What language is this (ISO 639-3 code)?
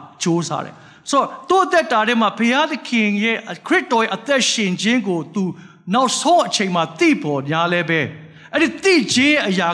mya